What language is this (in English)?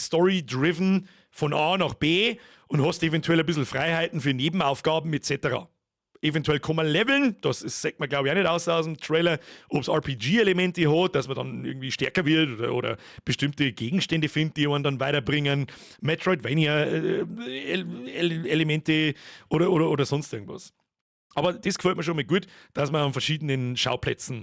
Bavarian